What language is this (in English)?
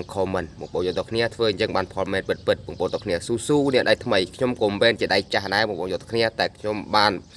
Khmer